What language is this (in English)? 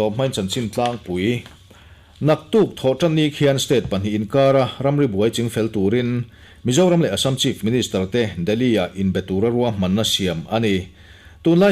Mizo